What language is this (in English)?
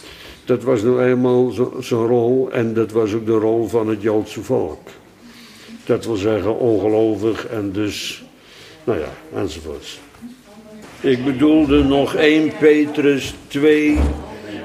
Dutch